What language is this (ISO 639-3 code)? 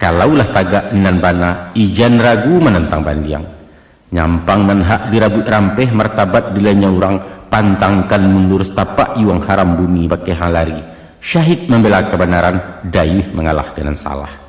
min